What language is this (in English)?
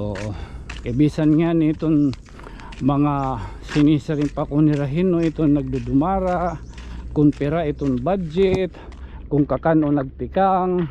Waray